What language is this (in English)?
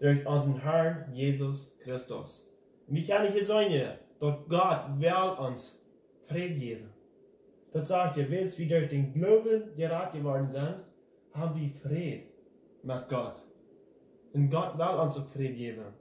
Plautdietsch